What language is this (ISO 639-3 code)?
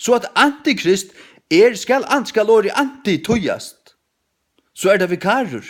fao